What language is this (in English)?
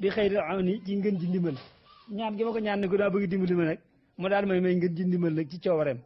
Wolof